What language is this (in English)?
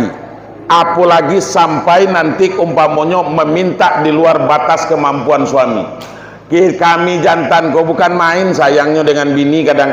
Minangkabau